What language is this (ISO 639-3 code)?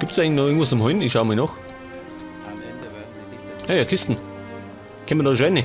bar